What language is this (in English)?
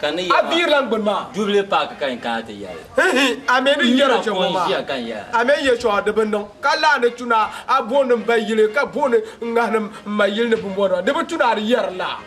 Dagbani